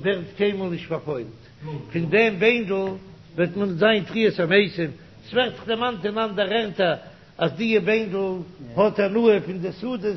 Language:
Yiddish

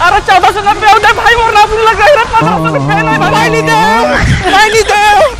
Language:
Chhattisgarhi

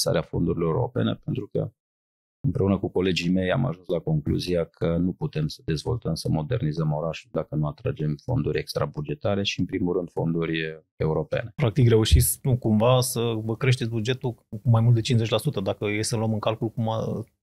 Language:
Romanian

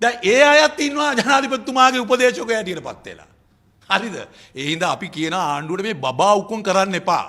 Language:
Sinhala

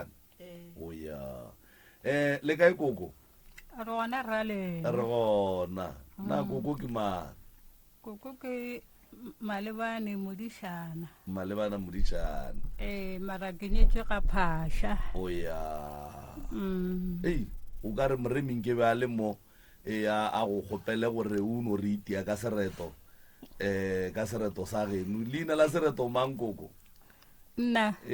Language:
Northern Sotho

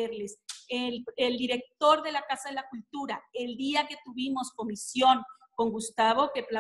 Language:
Spanish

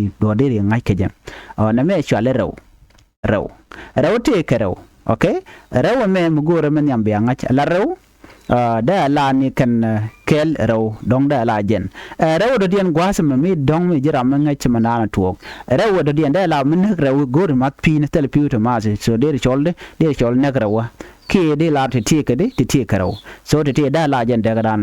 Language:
Nuer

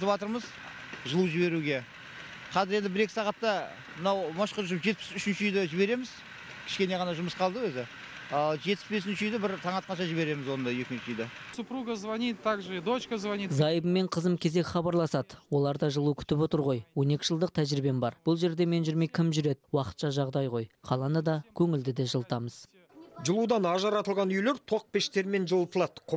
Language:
Kazakh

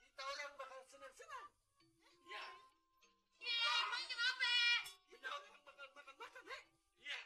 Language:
Betawi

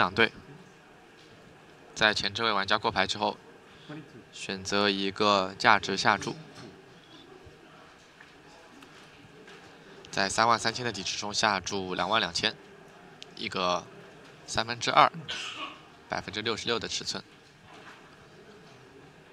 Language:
Chinese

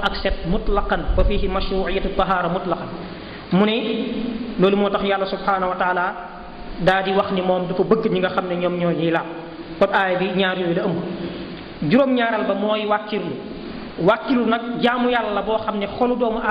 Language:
Wolof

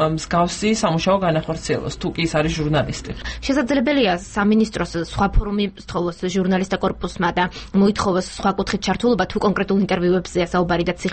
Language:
Georgian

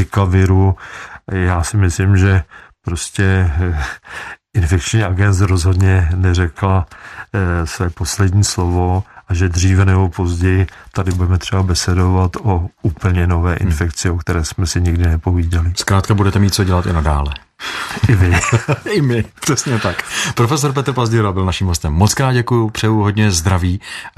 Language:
Czech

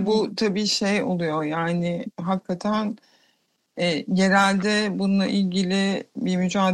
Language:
Turkish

